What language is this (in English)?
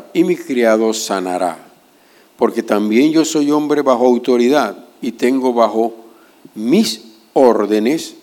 Spanish